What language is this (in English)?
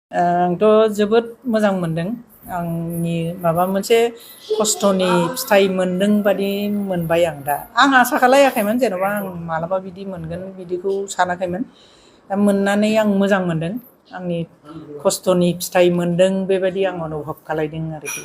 Bodo